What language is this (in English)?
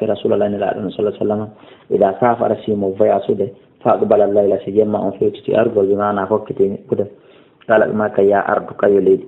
Fula